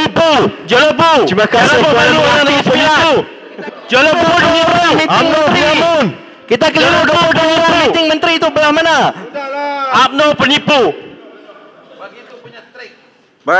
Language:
Malay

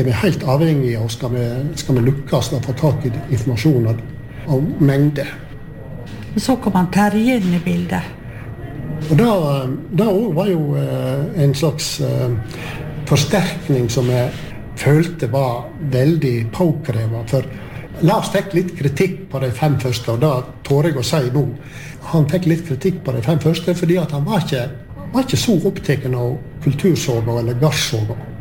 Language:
Norwegian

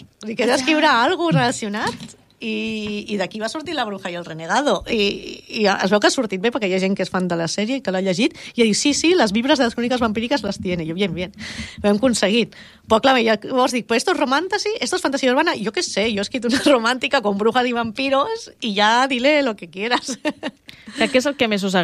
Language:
Catalan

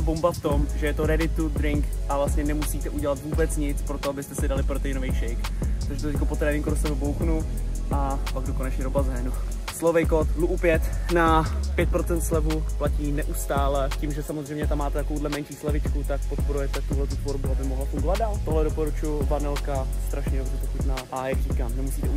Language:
Czech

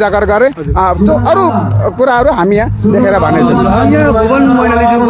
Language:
Nepali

